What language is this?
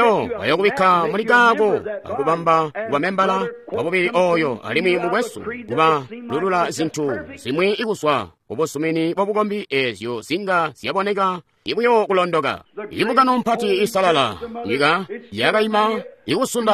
Tonga (Zambia)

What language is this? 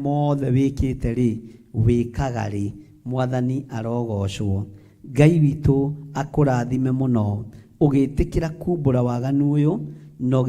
Kikuyu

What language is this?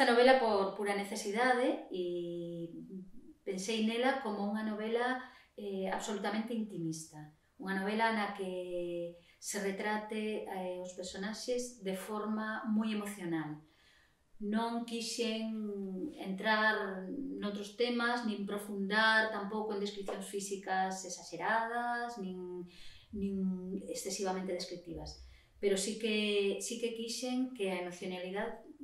Galician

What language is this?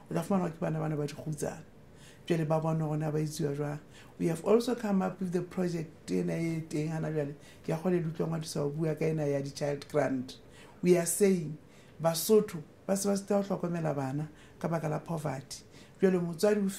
Southern Sotho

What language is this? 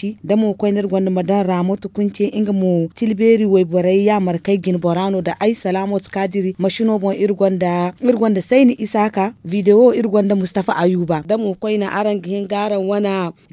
Zarma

